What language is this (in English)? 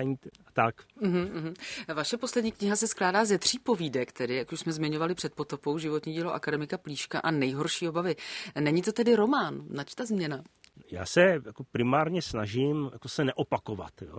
Czech